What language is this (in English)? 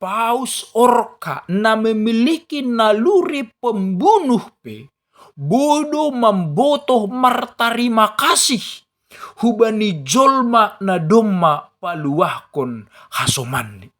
Batak Simalungun